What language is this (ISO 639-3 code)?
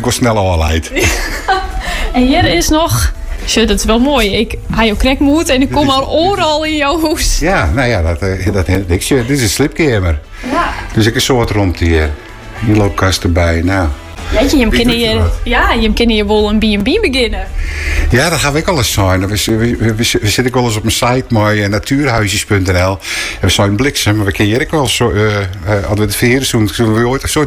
nld